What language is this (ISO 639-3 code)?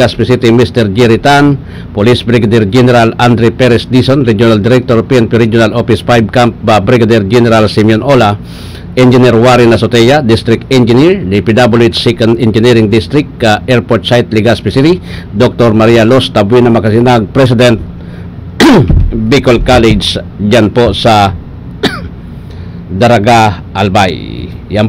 bik